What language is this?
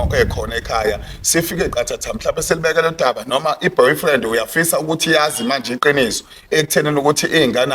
Zulu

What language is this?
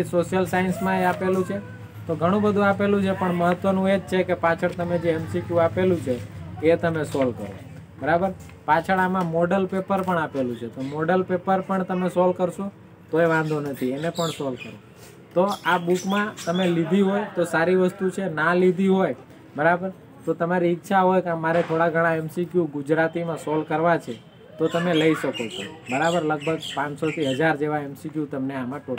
Gujarati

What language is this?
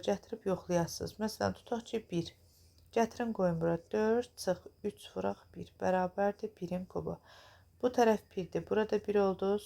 Azerbaijani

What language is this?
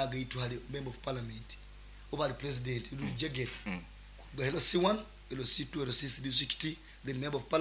Nyankole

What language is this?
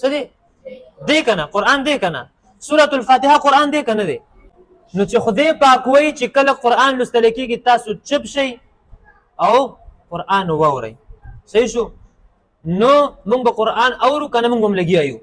Pashto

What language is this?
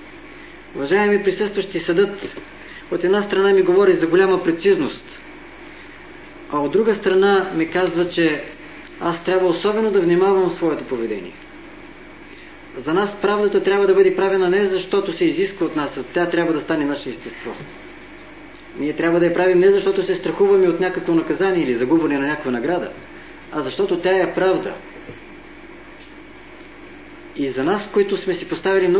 Bulgarian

